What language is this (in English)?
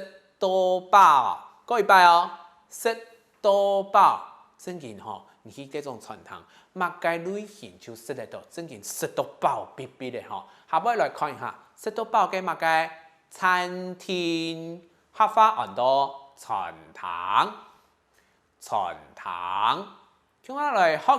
Hakka Chinese